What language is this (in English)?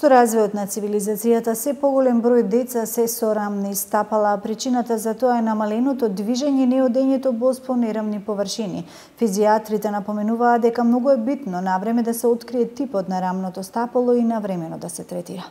Macedonian